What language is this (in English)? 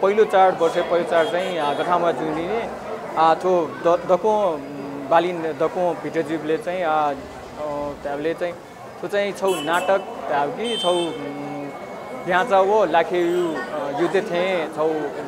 Newari